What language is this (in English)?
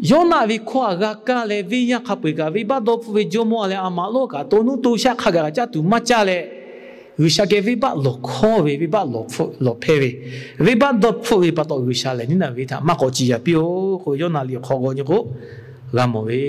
Lahu